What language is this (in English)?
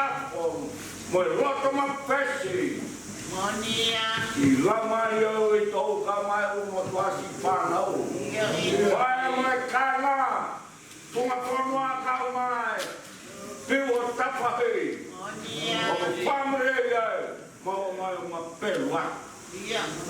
Tongan